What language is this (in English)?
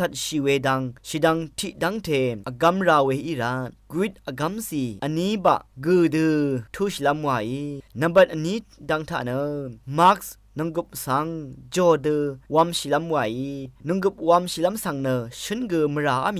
Rawang